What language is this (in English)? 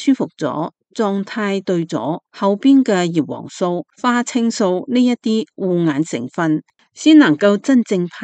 Cantonese